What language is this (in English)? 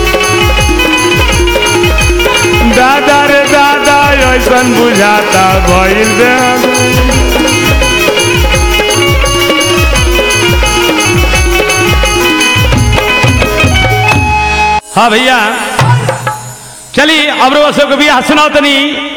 Bhojpuri